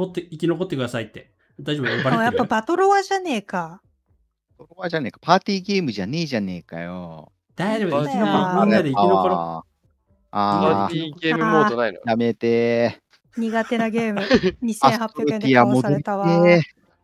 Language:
Japanese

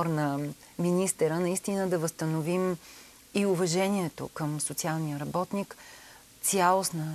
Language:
Bulgarian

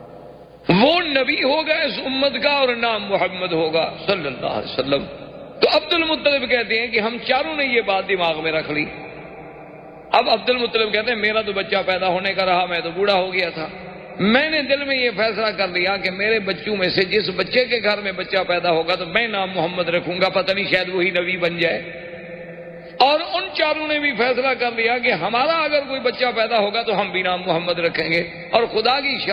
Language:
Urdu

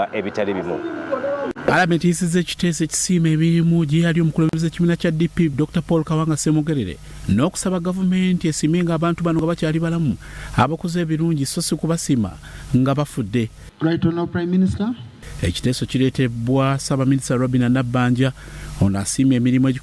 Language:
Ganda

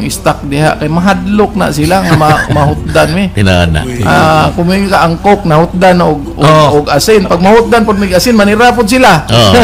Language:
Cebuano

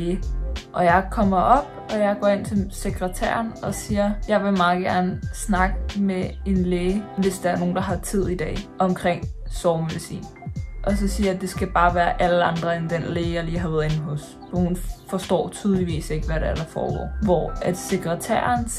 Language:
Danish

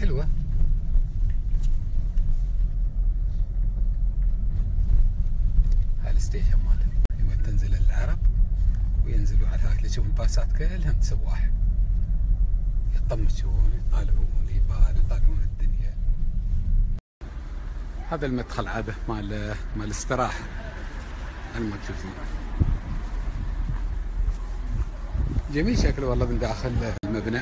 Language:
Gulf Arabic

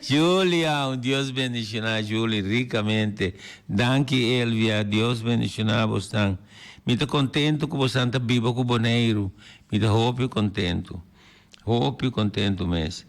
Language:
Papiamento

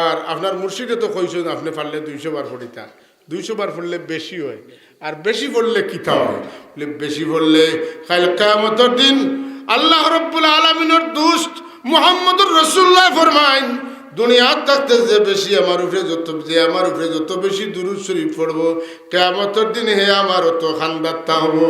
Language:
Sylheti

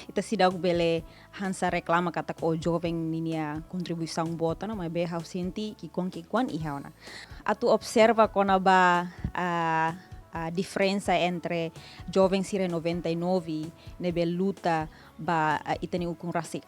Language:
Tetum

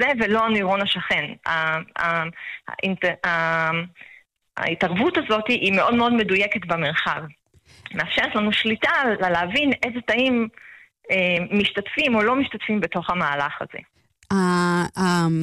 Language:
Hebrew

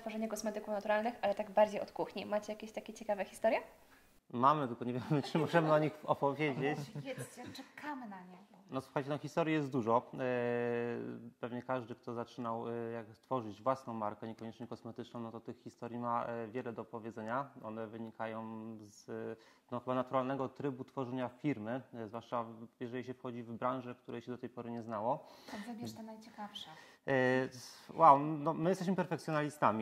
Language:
Polish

